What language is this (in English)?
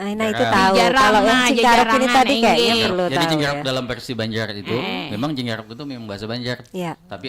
Banjar